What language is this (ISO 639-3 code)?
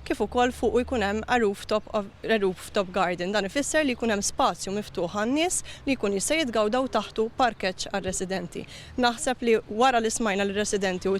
mlt